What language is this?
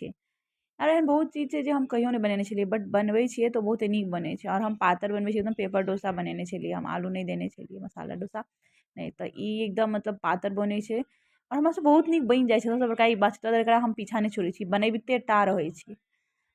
Maithili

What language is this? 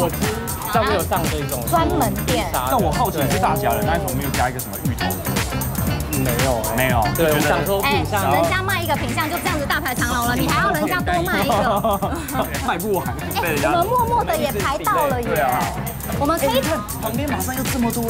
Chinese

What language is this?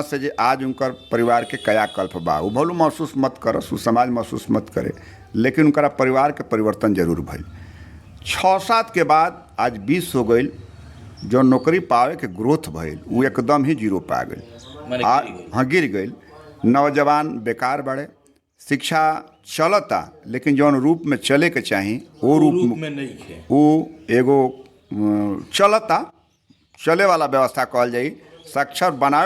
Bhojpuri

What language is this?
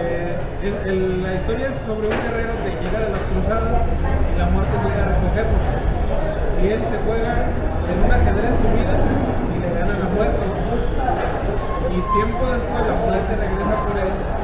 Spanish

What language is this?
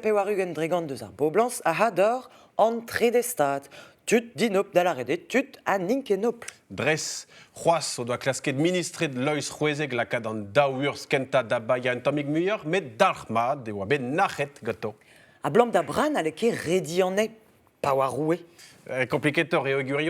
Breton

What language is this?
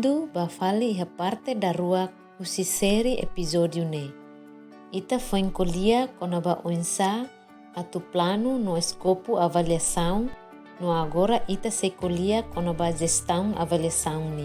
Tetum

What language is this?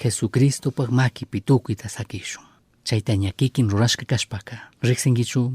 Chimborazo Highland Quichua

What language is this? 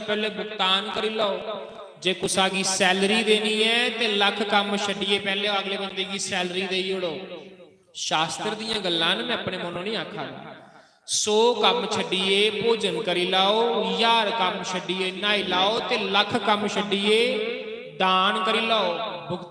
Dogri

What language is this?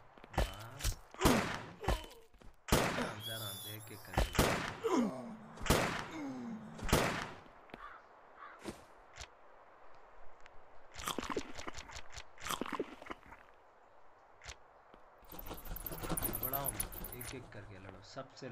Hindi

